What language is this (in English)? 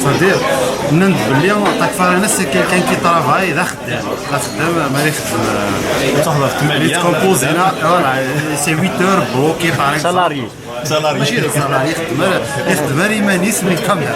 Kabyle